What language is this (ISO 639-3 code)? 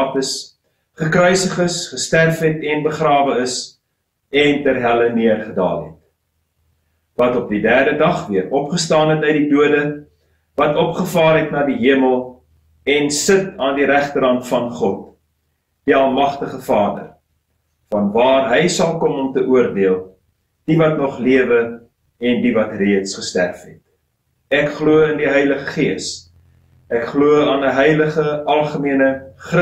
afr